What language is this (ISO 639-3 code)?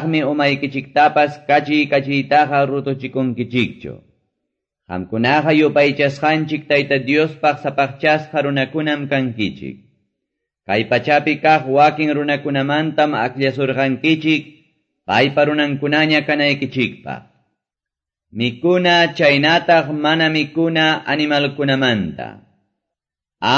que